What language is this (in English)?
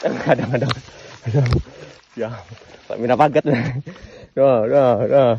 Betawi